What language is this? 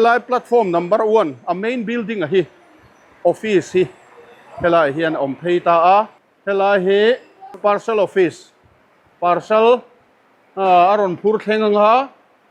Mizo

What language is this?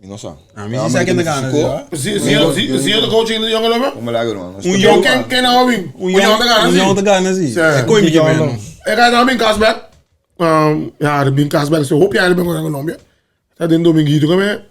Papiamento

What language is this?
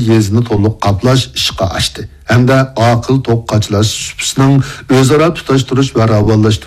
Uyghur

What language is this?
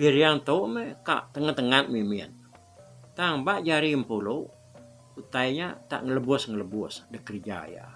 Iban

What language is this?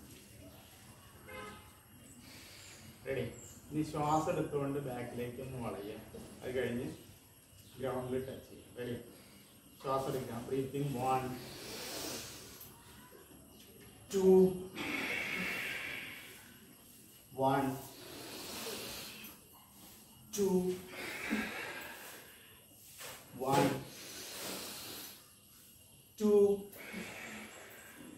Malayalam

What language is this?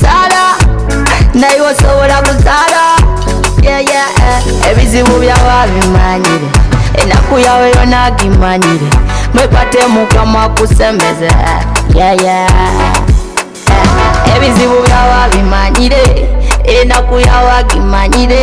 Nyoro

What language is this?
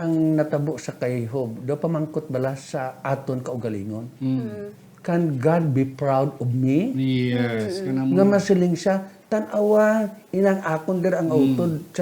Hiligaynon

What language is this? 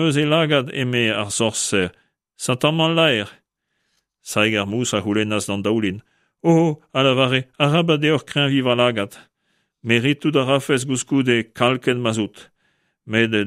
Breton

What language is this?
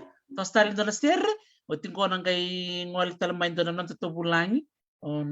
Fijian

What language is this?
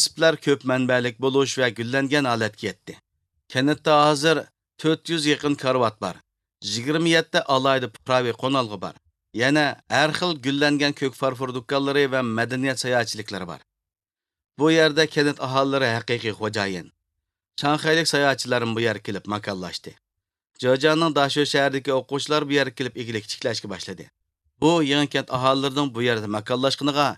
Uyghur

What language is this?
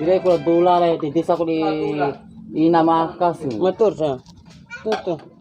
Bima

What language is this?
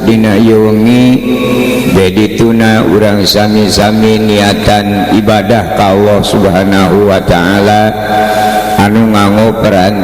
Sundanese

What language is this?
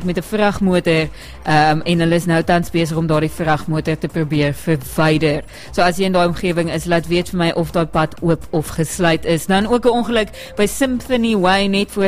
Afrikaans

